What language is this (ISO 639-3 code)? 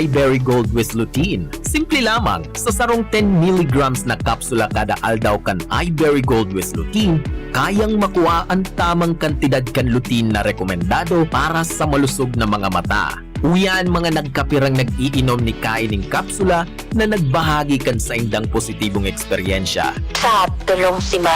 bik